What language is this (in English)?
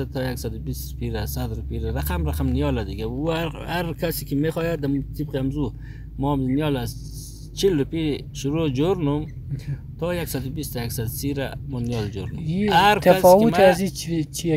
Persian